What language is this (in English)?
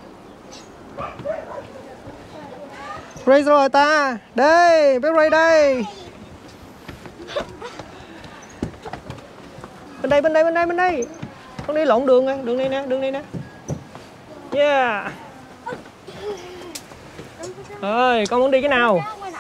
Vietnamese